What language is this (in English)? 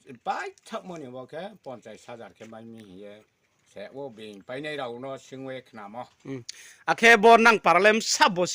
Riang (India)